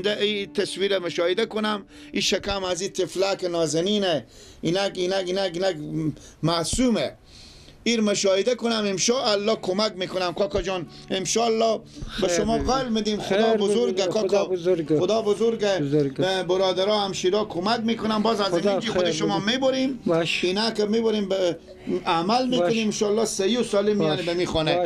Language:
Persian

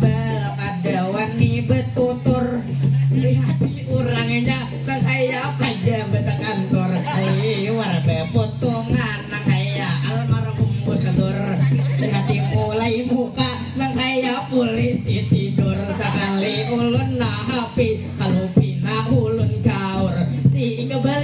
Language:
Banjar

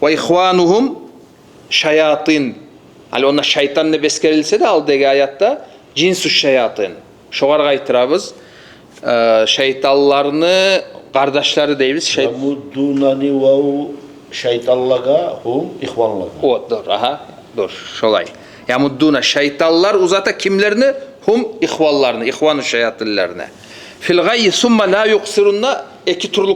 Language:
Kumyk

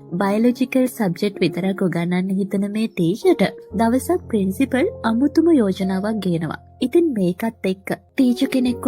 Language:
Sinhala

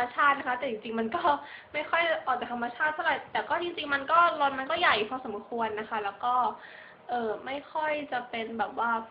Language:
Thai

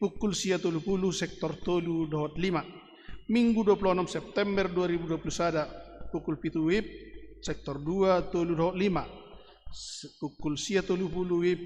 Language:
Batak Toba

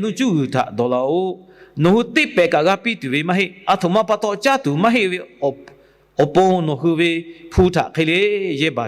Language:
Lahu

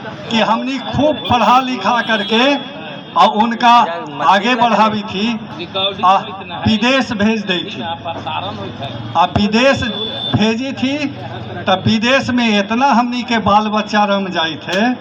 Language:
Magahi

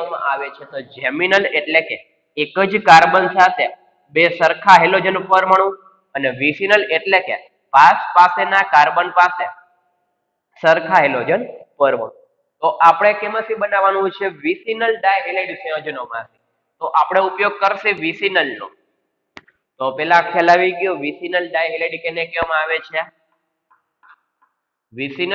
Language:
Gujarati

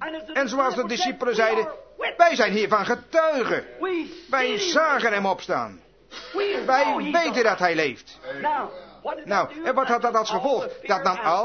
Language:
Dutch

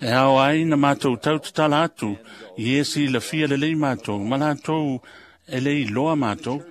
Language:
Samoan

